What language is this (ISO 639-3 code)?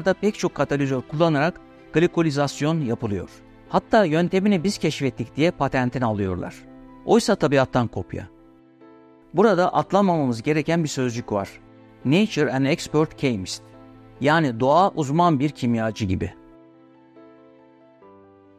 tur